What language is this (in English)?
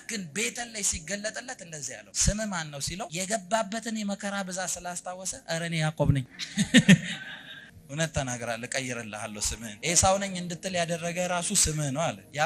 Amharic